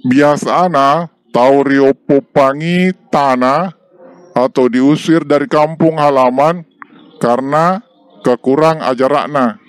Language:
Buginese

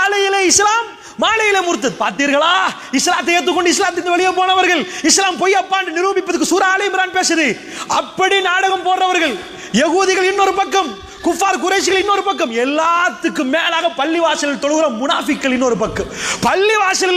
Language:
Tamil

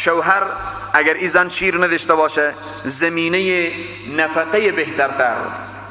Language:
Persian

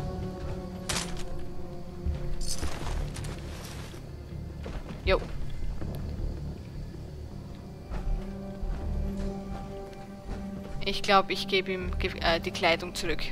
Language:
German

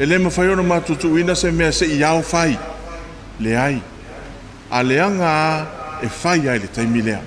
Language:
Samoan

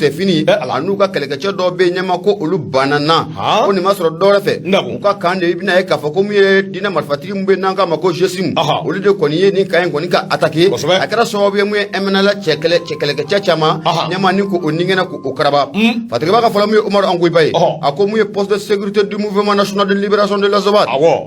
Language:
Bambara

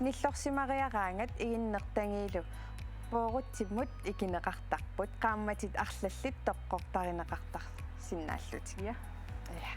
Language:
Kalaallisut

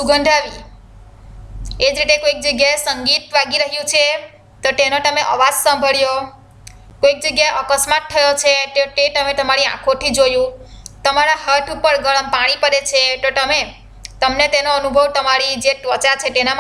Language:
Gujarati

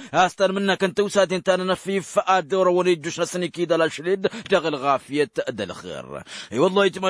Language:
Tamasheq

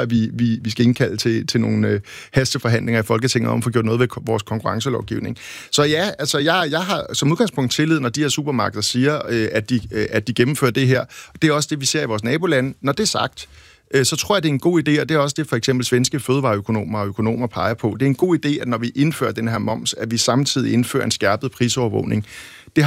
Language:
Danish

